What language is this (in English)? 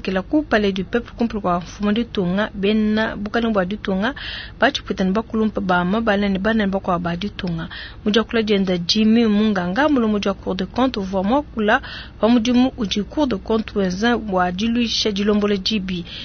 Luba-Lulua